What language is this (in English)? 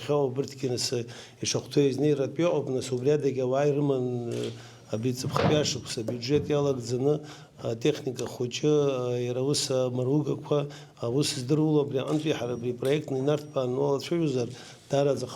Abkhazian